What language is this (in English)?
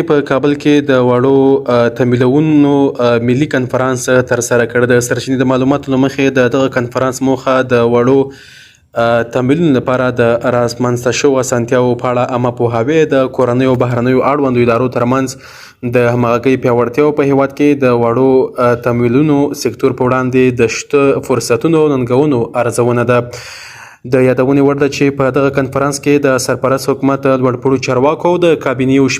Pashto